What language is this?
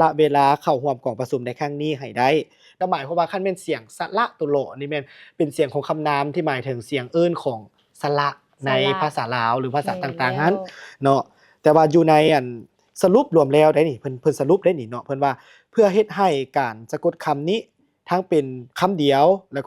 Lao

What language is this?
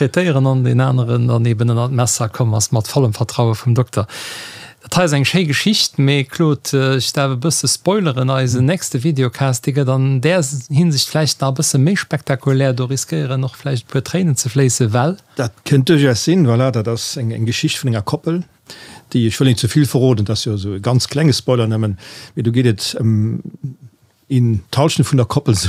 Luxembourgish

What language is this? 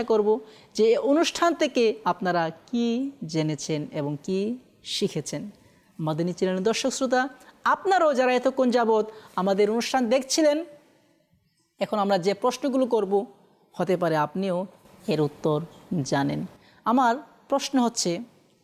Bangla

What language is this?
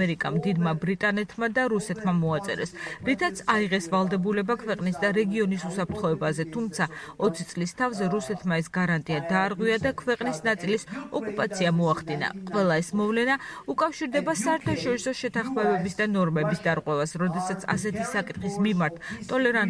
Georgian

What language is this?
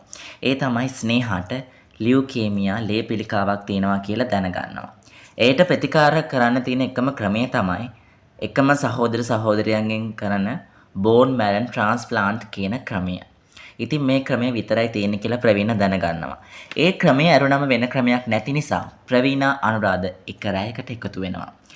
Sinhala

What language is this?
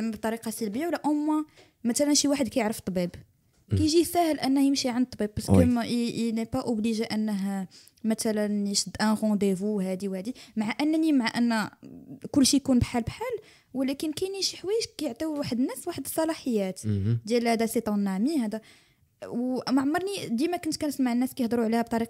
Moroccan Arabic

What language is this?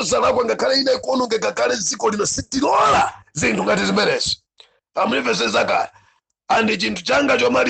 Nyanja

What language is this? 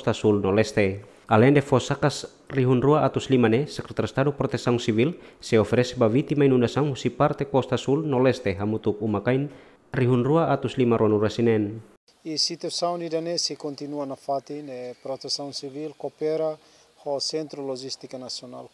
Tetum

